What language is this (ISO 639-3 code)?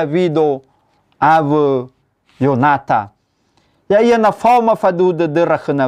nia